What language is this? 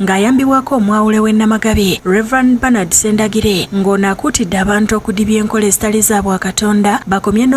Ganda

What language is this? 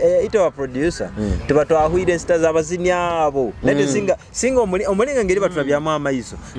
Nyoro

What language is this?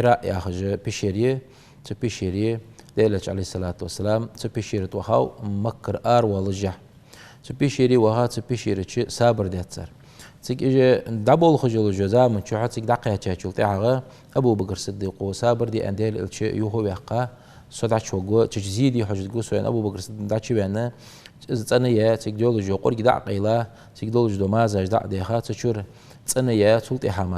Ingush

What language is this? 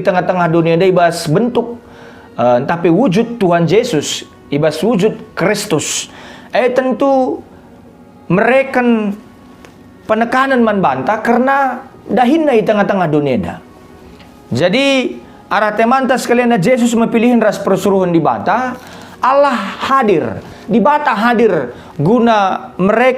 Batak Karo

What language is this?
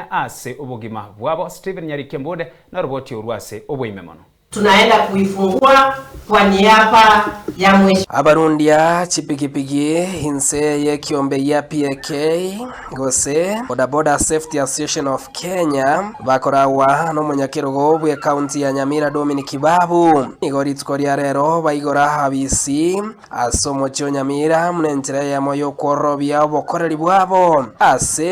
Gusii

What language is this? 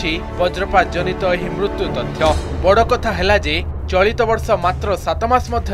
Odia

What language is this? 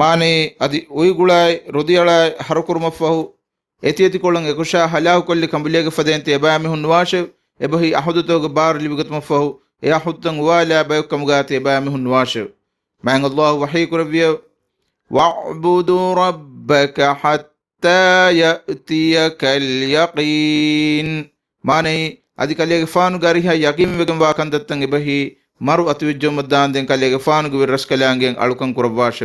Divehi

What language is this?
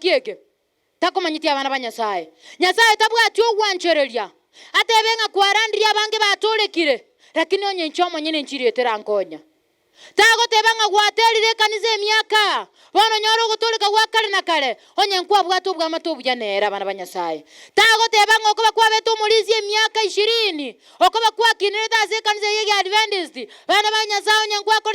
Gusii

